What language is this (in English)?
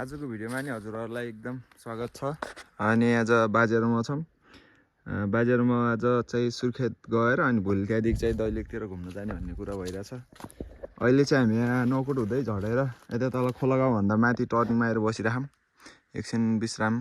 Nepali